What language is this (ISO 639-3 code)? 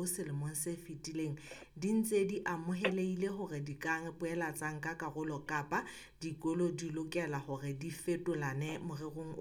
sot